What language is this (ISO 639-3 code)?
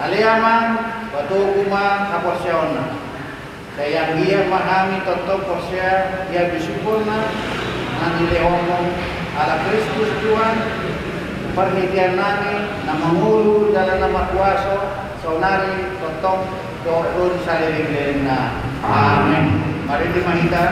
bbc